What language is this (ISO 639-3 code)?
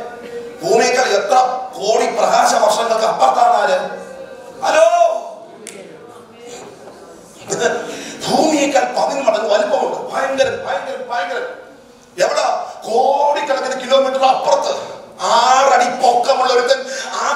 mal